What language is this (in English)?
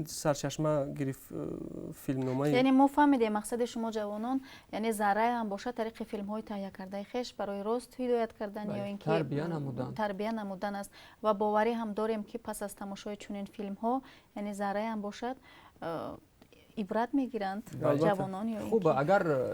Tajik